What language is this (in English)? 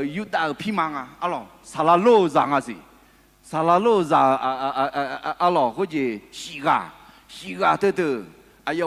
Akha